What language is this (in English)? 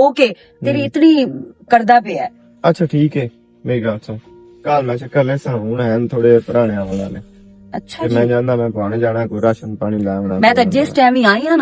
Western Panjabi